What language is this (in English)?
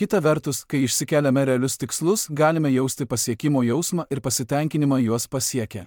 Lithuanian